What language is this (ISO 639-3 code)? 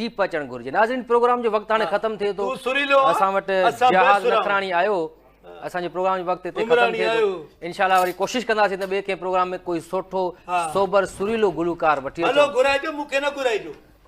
snd